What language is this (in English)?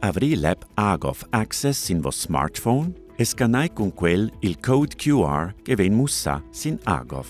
Romansh